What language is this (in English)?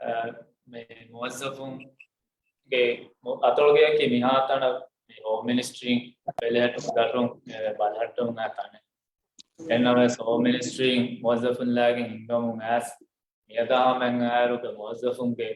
Divehi